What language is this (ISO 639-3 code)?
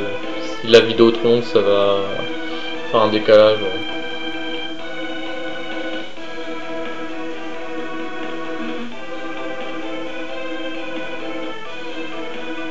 fra